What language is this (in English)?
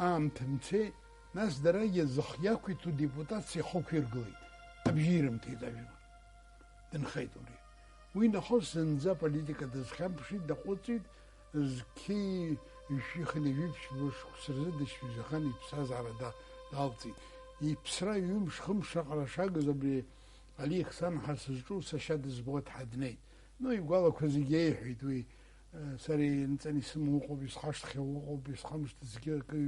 Abkhazian